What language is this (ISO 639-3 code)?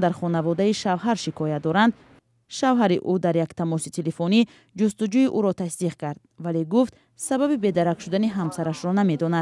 tgk